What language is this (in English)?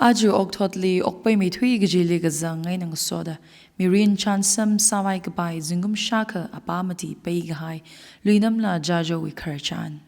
Tangkhul Naga (India)